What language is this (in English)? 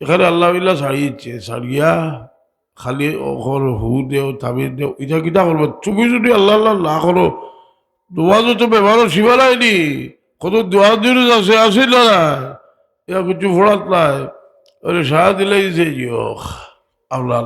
Sylheti